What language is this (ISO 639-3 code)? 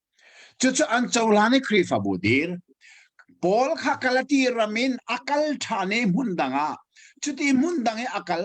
cnh